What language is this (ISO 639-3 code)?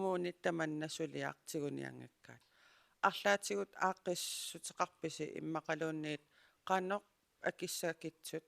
kal